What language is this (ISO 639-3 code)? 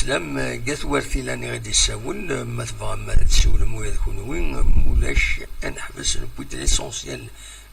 kab